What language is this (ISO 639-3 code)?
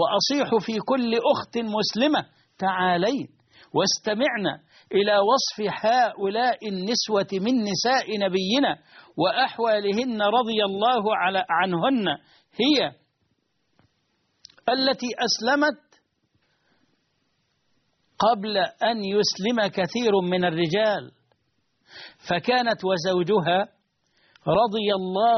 ara